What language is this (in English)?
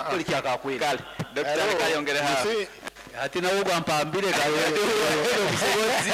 Nyoro